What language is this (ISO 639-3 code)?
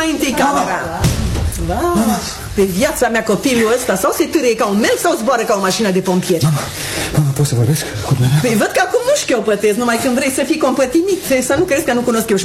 ron